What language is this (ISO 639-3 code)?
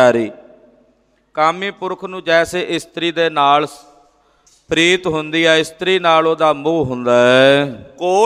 pan